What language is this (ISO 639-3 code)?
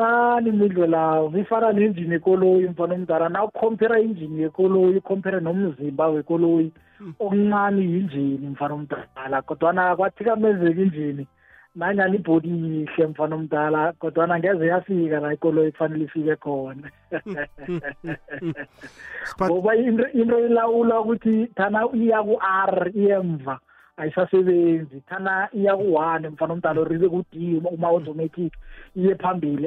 nbl